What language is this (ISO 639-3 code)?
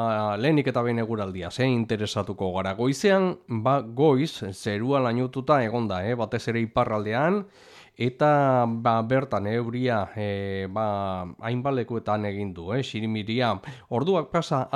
eus